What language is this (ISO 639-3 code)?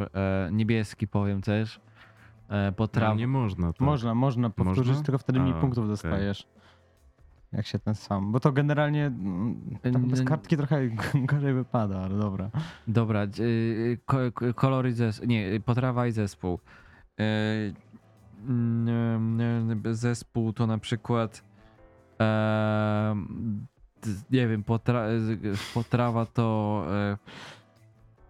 pol